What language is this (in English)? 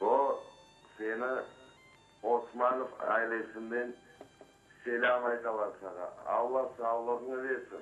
Crimean Tatar